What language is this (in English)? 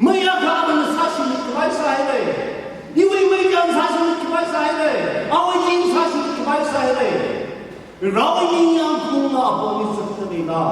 Tangkhul Naga (India)